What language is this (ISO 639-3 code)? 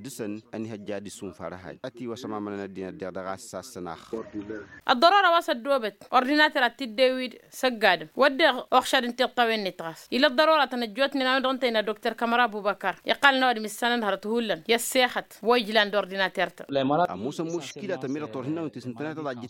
taq